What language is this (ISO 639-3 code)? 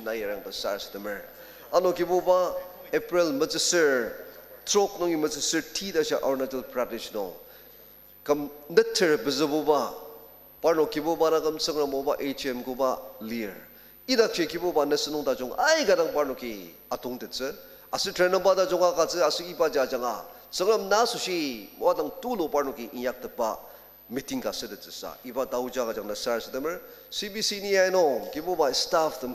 njo